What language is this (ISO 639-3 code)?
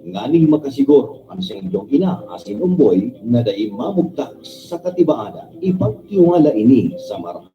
bik